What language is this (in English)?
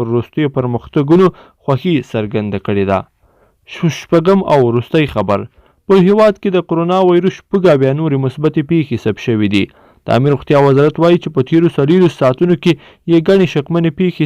Pashto